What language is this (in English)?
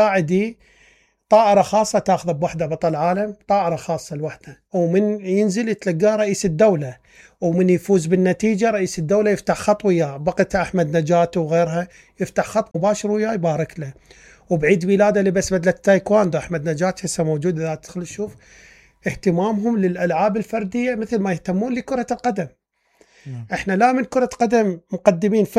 Mesopotamian Arabic